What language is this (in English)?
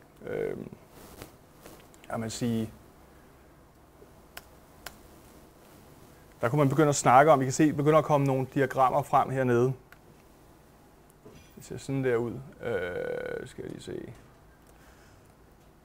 Danish